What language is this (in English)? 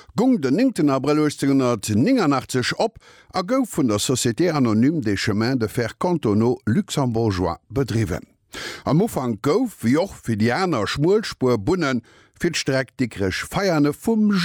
Luxembourgish